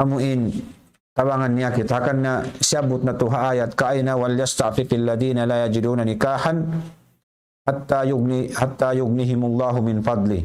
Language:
Tausug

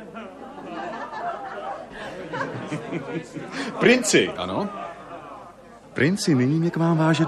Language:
Czech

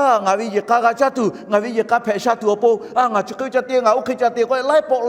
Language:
Lahu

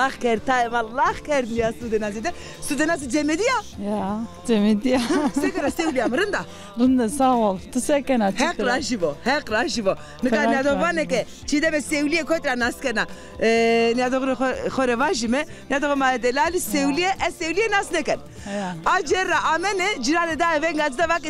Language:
Zaza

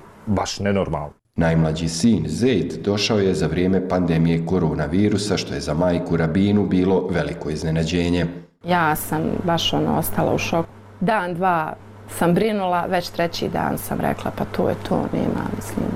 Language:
Bosnian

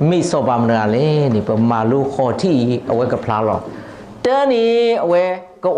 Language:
S'gaw Karen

